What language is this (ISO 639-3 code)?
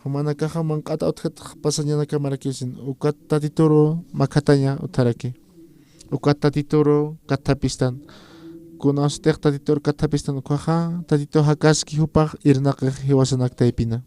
aym